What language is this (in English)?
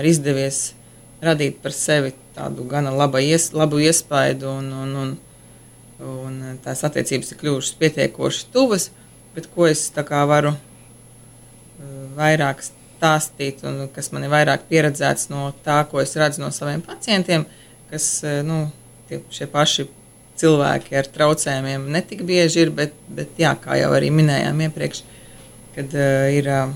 Latvian